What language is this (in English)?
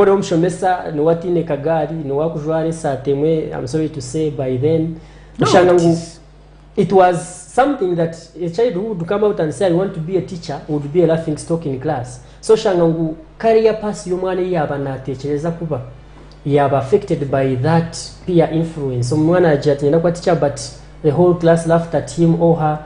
Nyankole